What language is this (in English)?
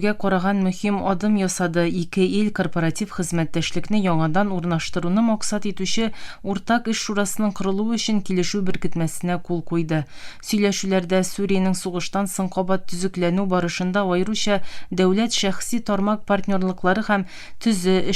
Tatar